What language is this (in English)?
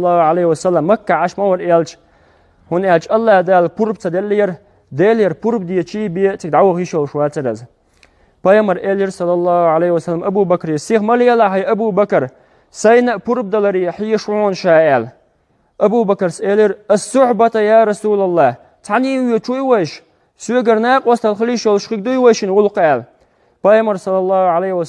Chechen